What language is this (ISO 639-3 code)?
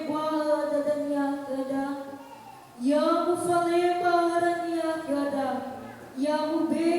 nia